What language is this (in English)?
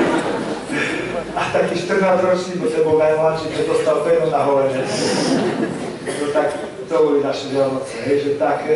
Slovak